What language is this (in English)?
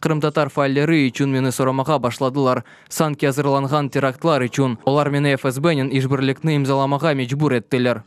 Crimean Tatar